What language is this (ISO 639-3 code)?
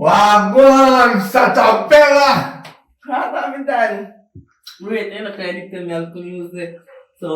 jam